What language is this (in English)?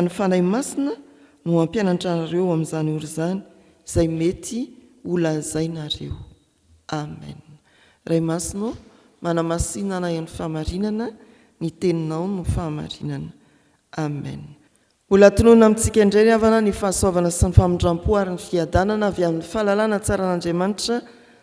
Malagasy